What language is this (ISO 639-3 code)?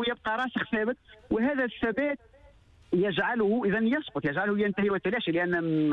aeb